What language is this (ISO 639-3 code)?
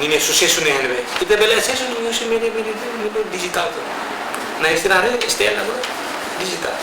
tet